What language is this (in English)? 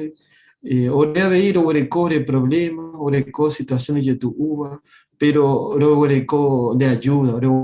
Guarani